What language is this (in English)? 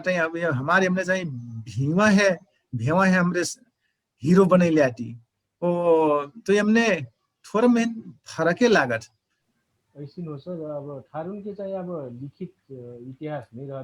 Dangaura Tharu